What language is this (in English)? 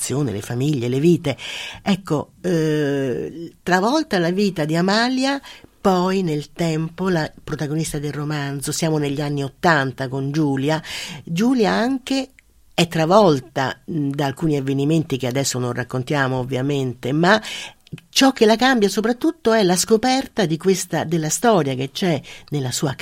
Italian